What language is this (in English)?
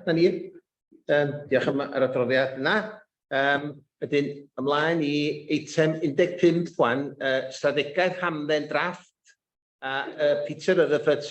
Welsh